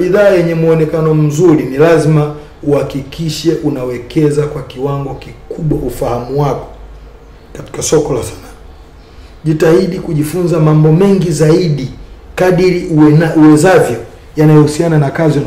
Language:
Swahili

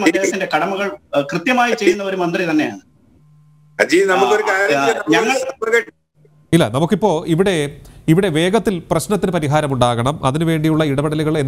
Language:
Malayalam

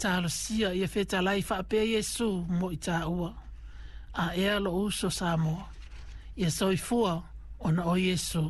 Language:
Samoan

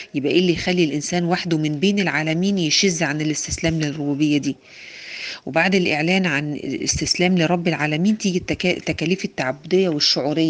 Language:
Egyptian Arabic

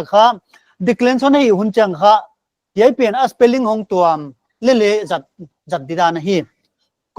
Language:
Paite Chin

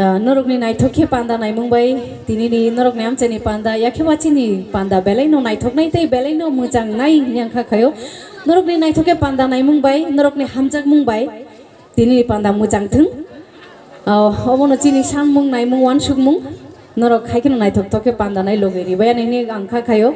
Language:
Kok Borok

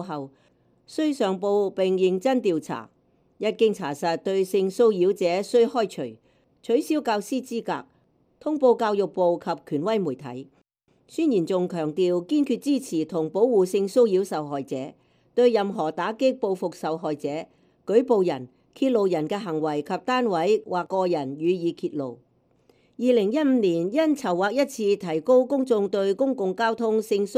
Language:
Cantonese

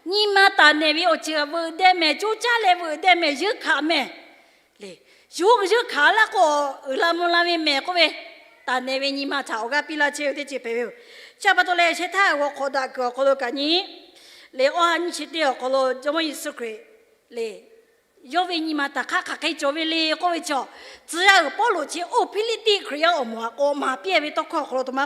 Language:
Lahu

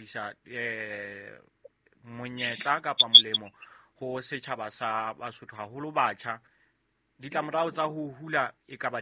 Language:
Southern Sotho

